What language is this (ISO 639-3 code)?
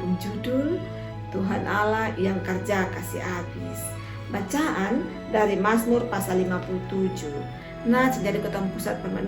mkn